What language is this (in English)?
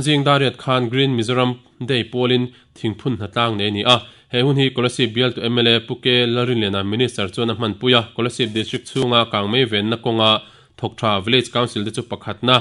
Mizo